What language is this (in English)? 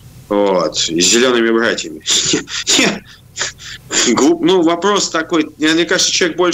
Russian